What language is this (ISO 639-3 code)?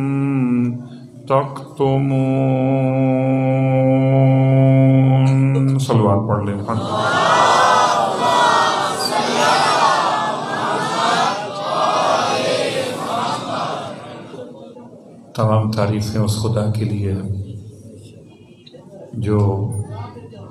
urd